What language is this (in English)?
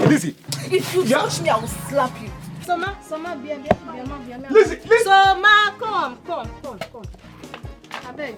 Nigerian Pidgin